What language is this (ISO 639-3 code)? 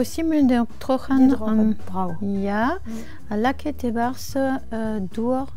bre